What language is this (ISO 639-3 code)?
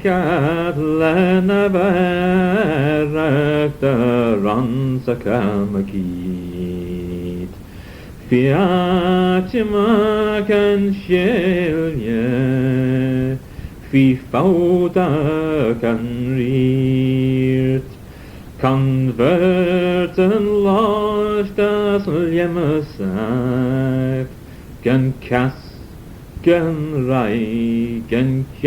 glv